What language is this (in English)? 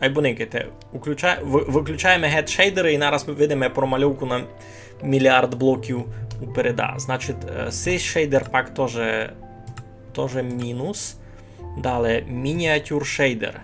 Rusyn